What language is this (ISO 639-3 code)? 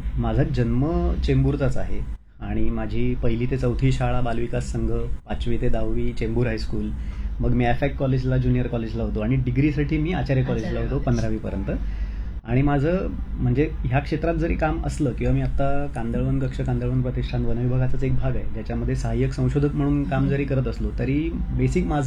mar